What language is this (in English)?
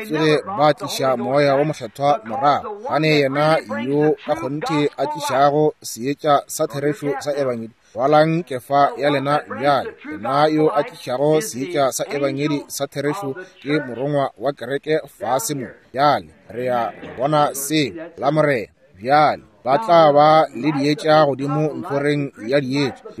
Northern Sotho